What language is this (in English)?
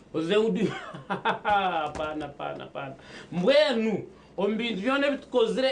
Nyankole